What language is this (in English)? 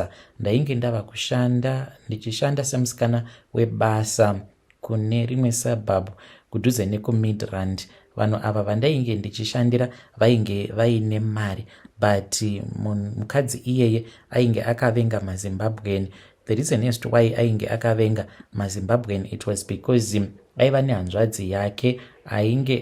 Shona